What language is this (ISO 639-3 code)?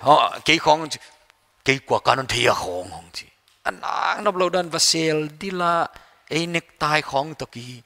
pck